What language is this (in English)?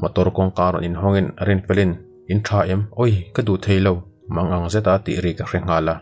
Mizo